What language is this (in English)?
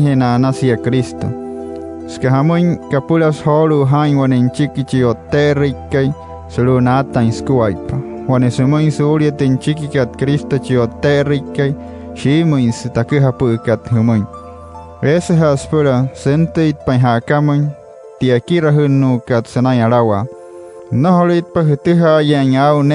Wayuu